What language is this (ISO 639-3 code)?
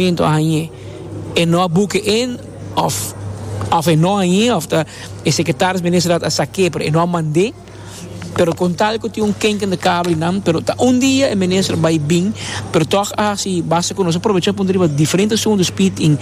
pap